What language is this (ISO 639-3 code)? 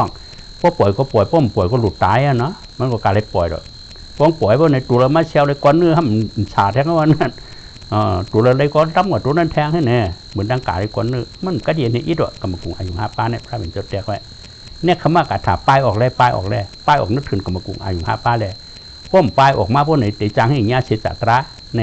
shn